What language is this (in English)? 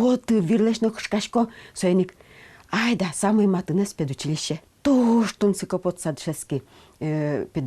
Udmurt